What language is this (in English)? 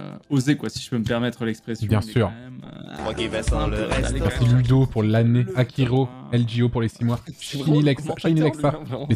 French